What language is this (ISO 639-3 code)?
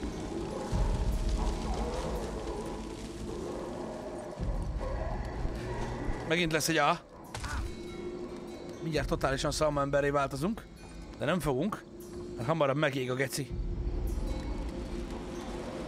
hun